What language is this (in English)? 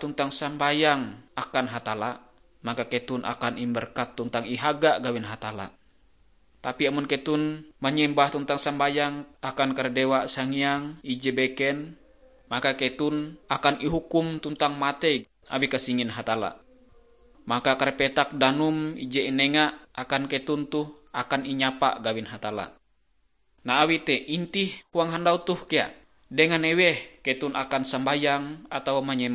Ngaju